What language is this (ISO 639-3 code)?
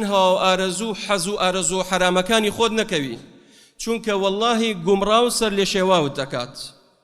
ckb